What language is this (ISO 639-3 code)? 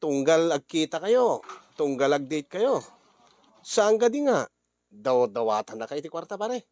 ilo